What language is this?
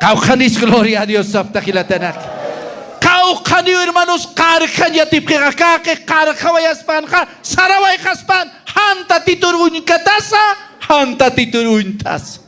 Aymara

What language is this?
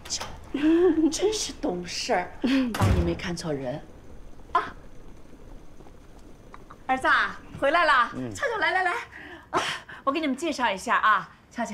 Chinese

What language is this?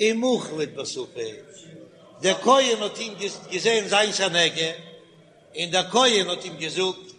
Yiddish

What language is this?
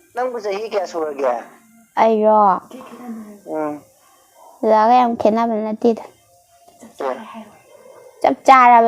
Manipuri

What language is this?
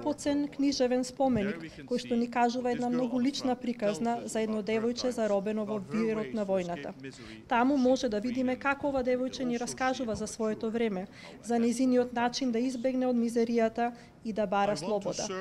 Macedonian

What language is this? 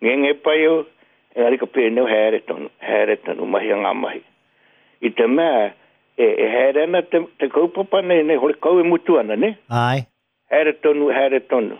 Māori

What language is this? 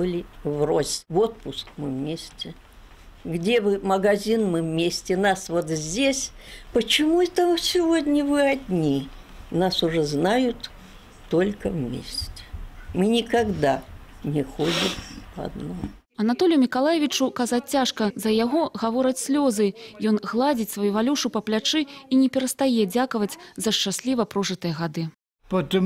Belarusian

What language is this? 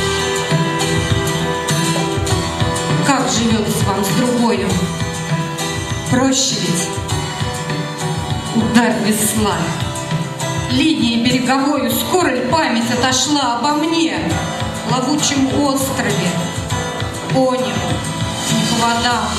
Russian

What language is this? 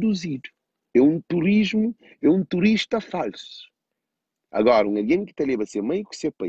Kabuverdianu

